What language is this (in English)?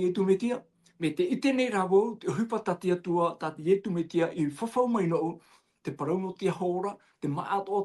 Tahitian